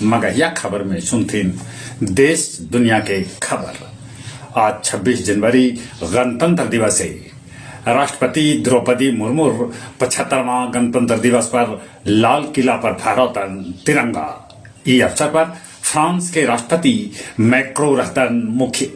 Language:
Magahi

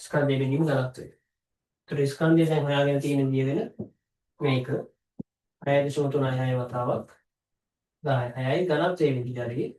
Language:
Sinhala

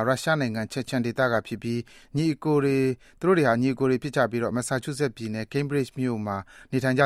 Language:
Burmese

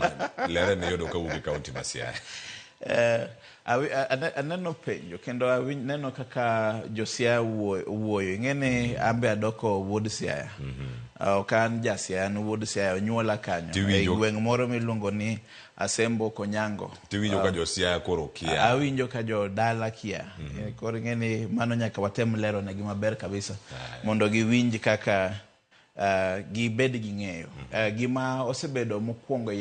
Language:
Luo (Kenya and Tanzania)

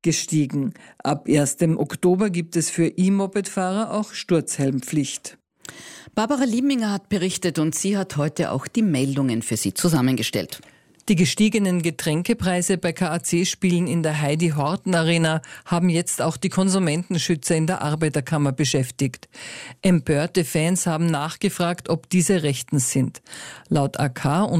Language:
German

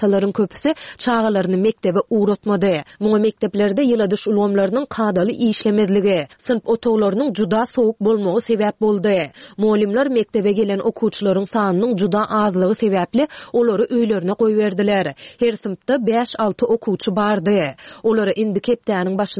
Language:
Turkmen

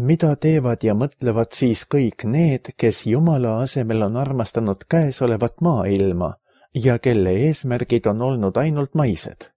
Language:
Estonian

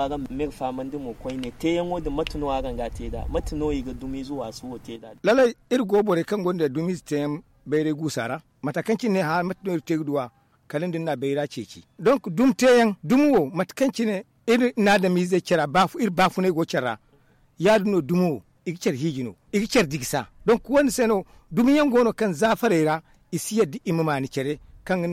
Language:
Zarma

